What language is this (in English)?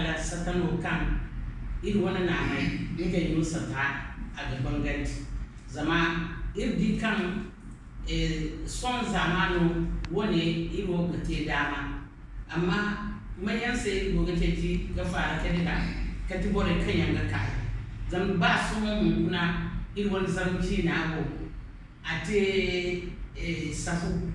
Zarma